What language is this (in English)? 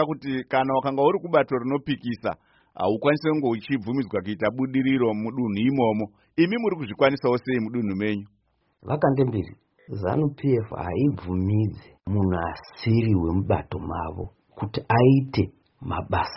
Shona